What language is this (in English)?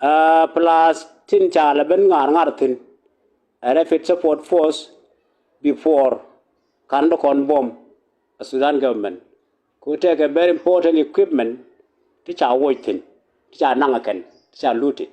Nuer